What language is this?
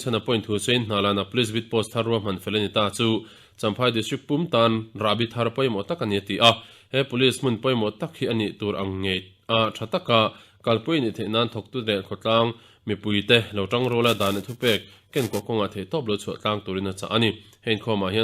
Mizo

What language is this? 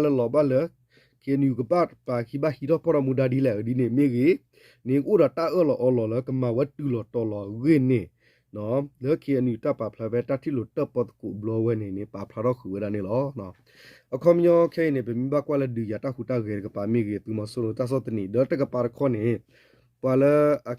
S'gaw Karen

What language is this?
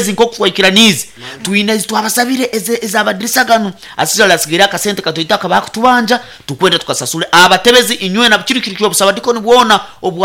Nyoro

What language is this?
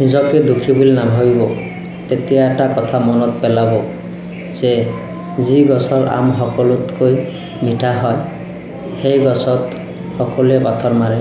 Assamese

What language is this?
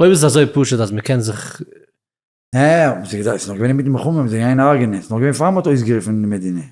Yiddish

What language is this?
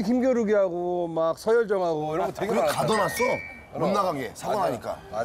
Korean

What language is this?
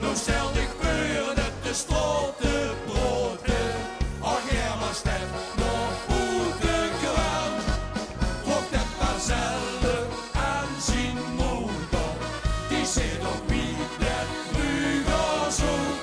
Limburgish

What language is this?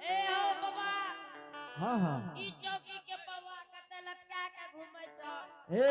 Angika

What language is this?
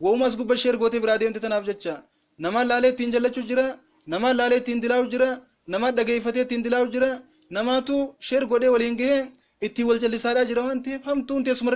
Oromo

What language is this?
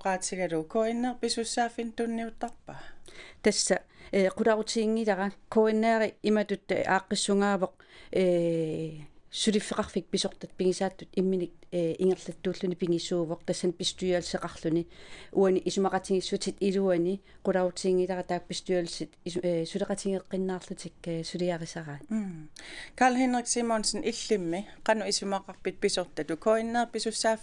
Kalaallisut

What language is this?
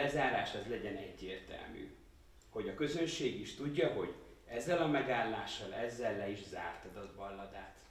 Hungarian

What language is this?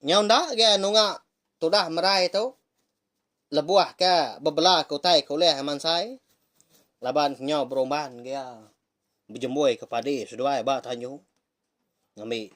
Iban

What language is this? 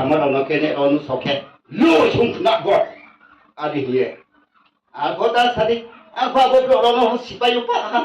Riang (India)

